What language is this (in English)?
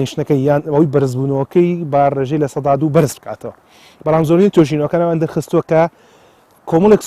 Central Kurdish